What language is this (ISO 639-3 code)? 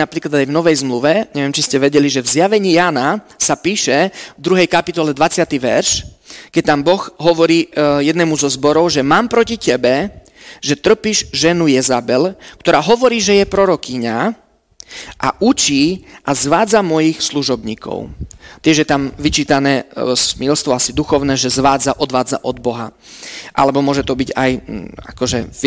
slk